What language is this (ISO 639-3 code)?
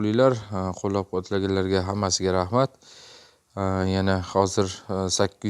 uzb